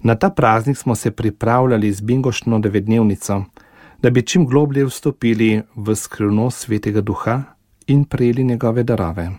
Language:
Slovenian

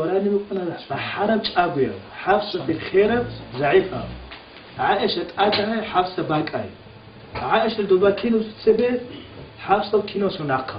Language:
Avaric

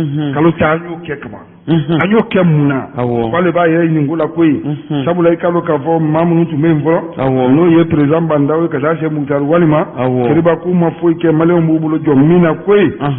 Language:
Bambara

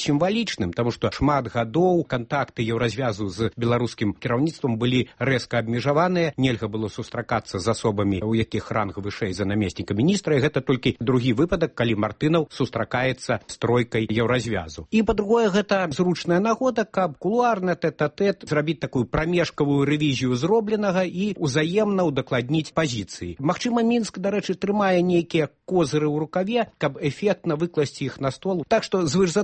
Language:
Belarusian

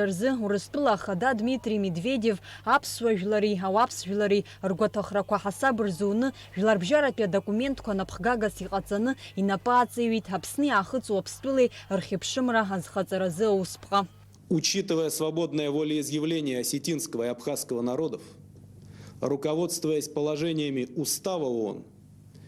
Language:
Abkhazian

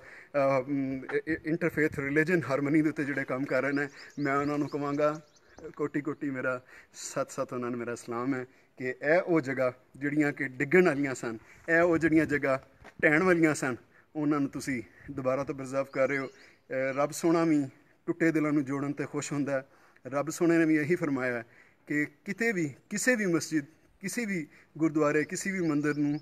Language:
Punjabi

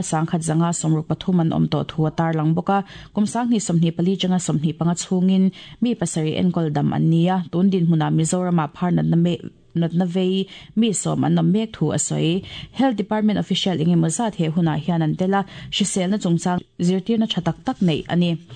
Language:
Mizo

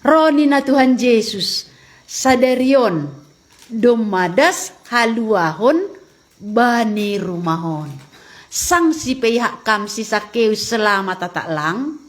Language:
Batak Simalungun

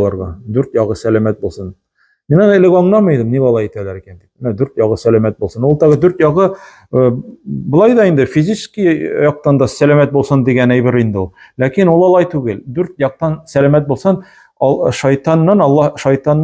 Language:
Tatar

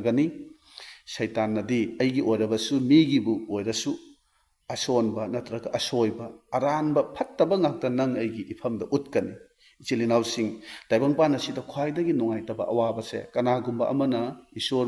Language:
Manipuri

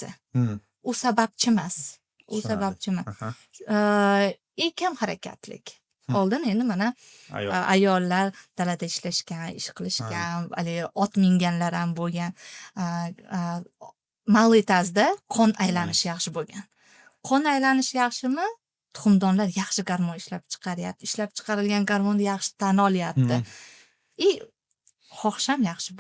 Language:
Uzbek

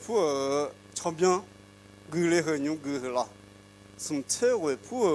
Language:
Akha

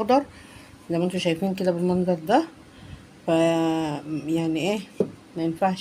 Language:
Egyptian Arabic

